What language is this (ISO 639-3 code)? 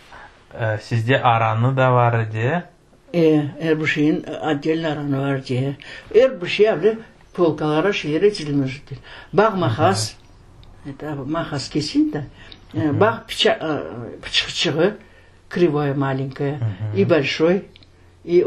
crh